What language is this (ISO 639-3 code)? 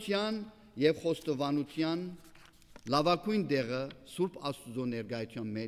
hye